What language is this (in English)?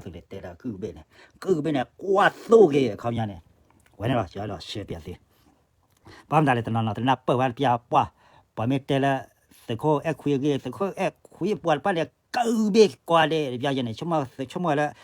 S'gaw Karen